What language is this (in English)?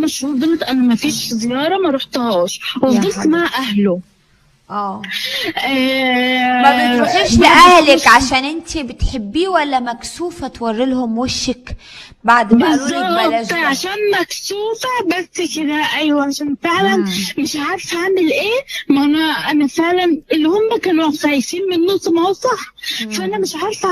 Egyptian Arabic